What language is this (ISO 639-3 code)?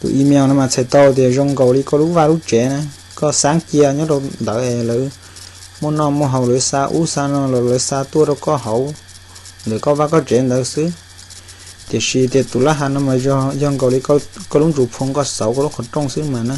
hmn